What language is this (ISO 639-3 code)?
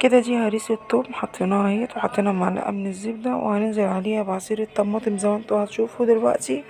arz